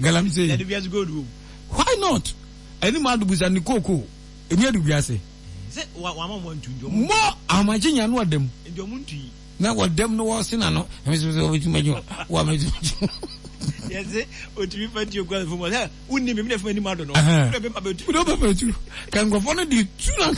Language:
Akan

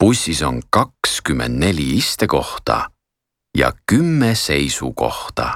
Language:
Estonian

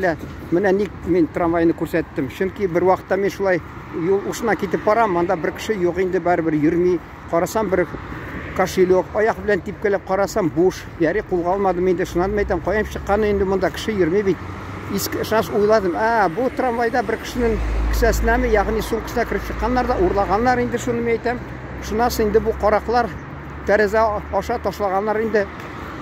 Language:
Tatar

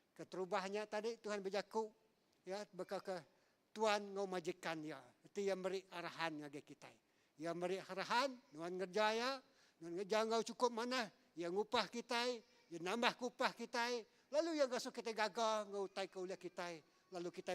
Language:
Iban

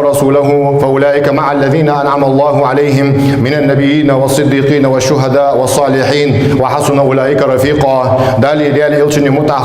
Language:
Ingush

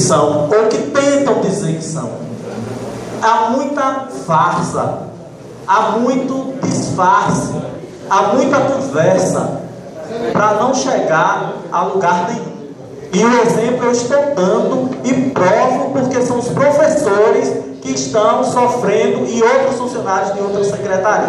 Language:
Portuguese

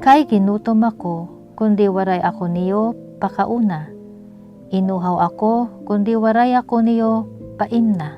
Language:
Waray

